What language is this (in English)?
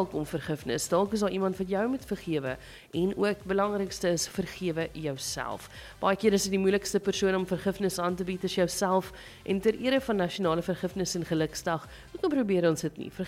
Afrikaans